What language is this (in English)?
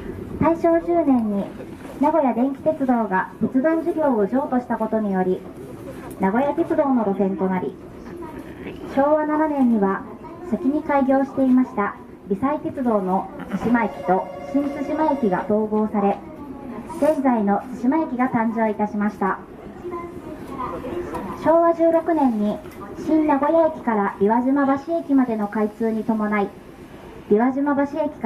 Japanese